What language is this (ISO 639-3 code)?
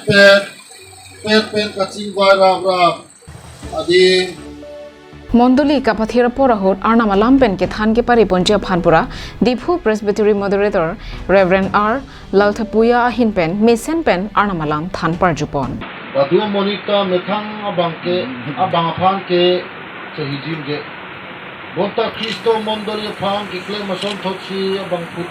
mjw